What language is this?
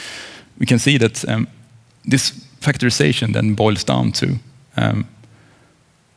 English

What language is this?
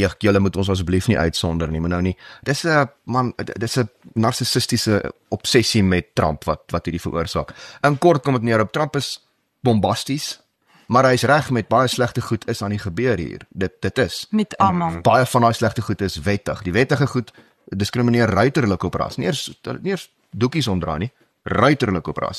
Afrikaans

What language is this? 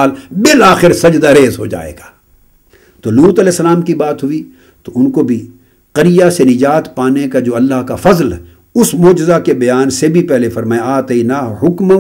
Urdu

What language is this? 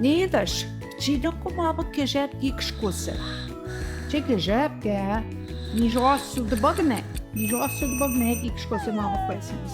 Central Ojibwa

